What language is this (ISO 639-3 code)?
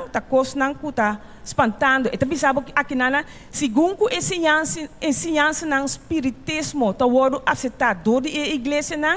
pap